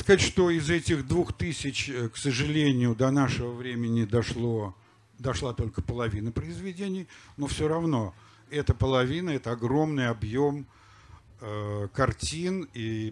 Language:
Russian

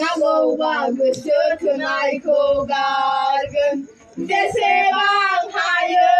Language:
Bodo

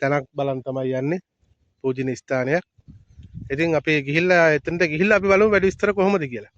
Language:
Sinhala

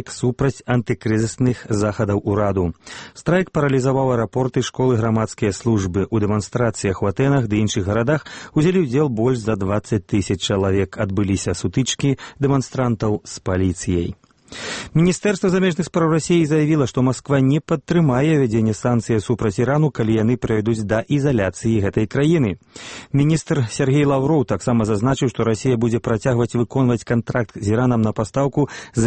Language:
Belarusian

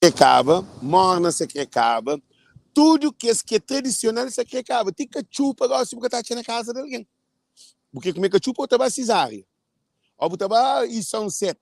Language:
Kabuverdianu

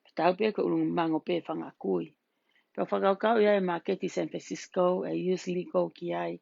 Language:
Tongan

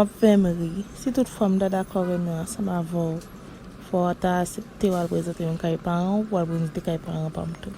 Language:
Haitian Creole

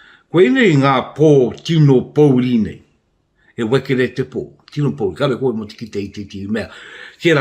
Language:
Māori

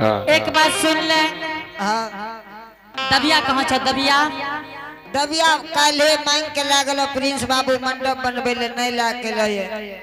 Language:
Angika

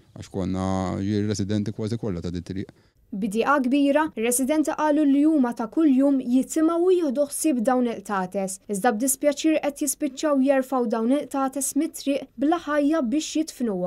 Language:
Maltese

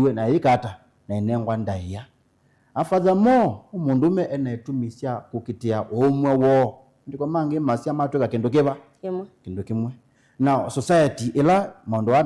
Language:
Kamba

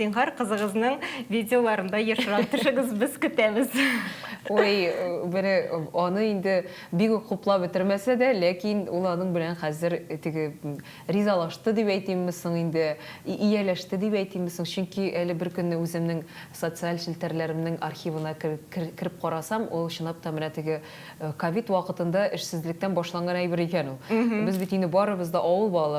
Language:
Tatar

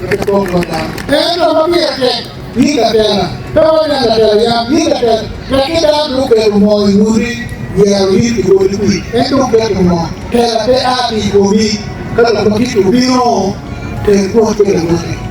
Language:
Acoli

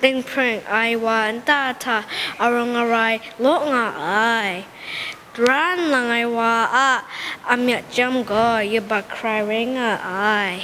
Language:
Kachin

